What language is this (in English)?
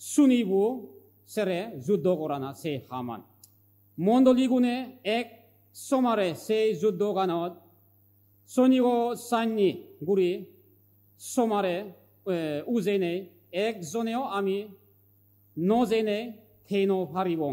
Chakma